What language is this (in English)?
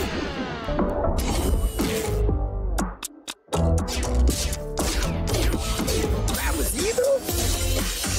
Portuguese